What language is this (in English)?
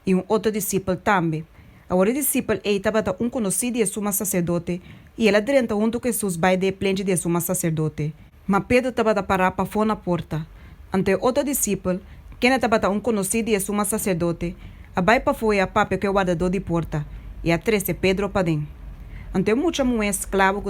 Papiamento